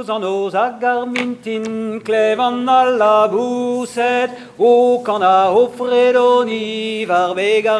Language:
Breton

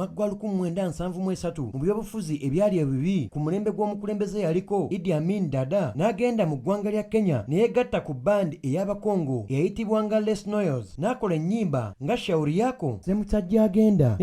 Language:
Ganda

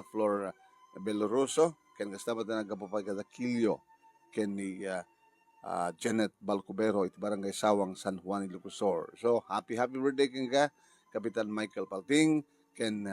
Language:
Iloko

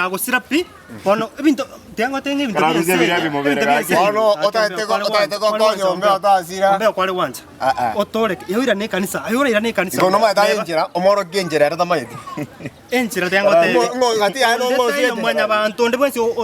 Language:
Gusii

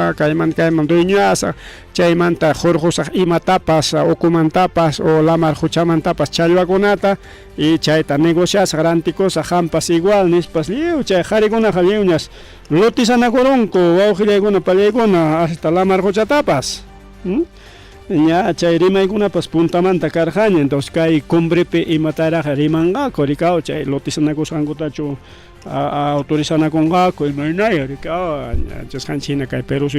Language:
Ayacucho Quechua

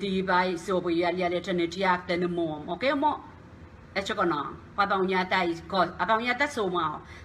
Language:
Pohnpeian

